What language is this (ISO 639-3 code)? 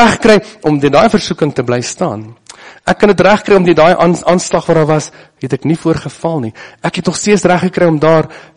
afr